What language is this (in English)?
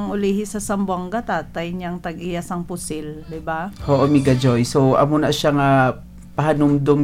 Hiligaynon